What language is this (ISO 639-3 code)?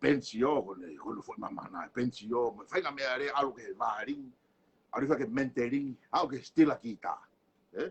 ton